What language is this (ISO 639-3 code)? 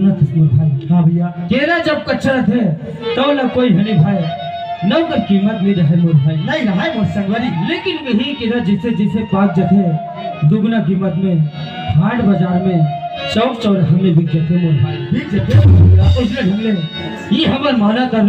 hne